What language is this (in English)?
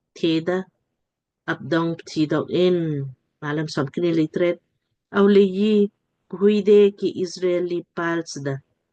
Lamkang